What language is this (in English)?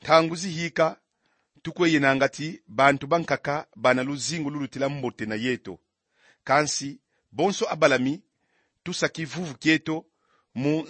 Kongo